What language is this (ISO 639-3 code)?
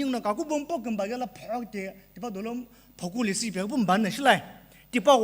nsm